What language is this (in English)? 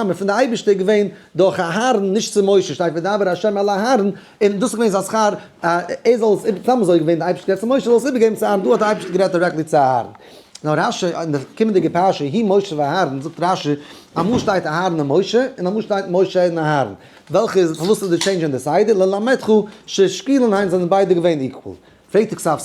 Yiddish